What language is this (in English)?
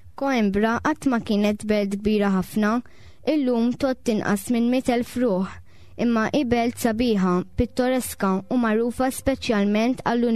Maltese